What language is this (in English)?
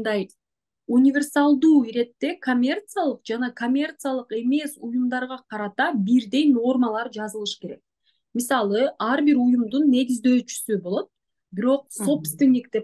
Kyrgyz